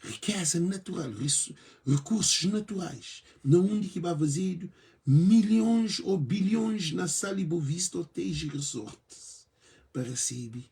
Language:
Kabuverdianu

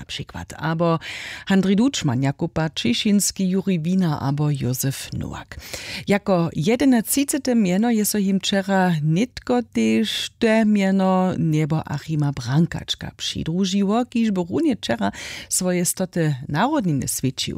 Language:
Upper Sorbian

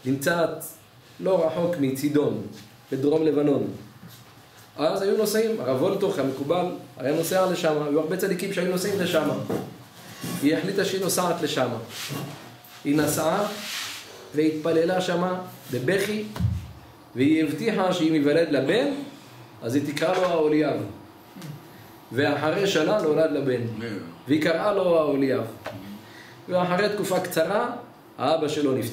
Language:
Hebrew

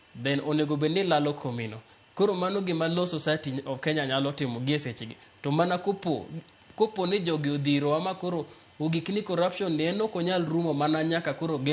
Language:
Luo (Kenya and Tanzania)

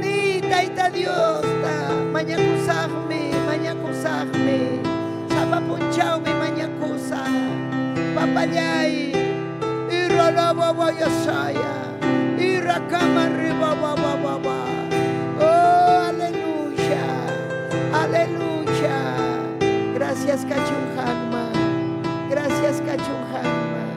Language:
Ayacucho Quechua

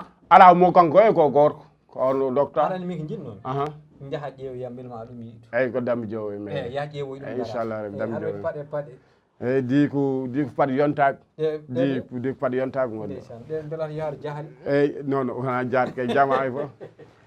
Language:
Fula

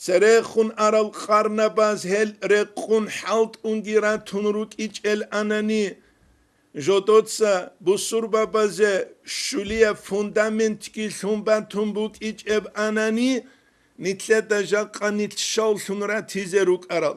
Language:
Avaric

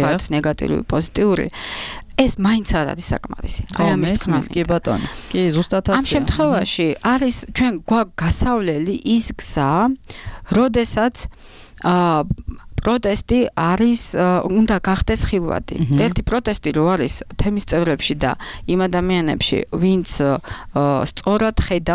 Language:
Georgian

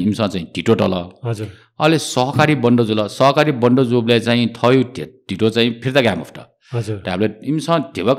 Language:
Newari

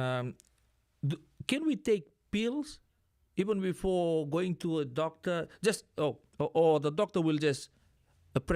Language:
Fijian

